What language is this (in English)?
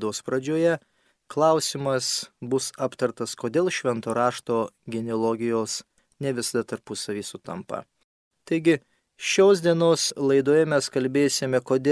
Lithuanian